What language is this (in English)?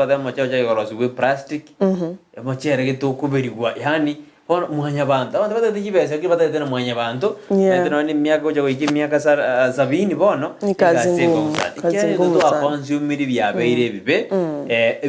Gusii